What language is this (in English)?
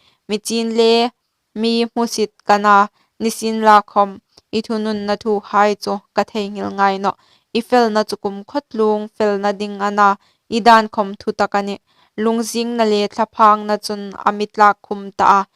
Hmar